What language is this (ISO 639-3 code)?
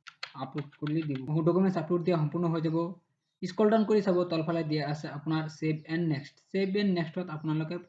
asm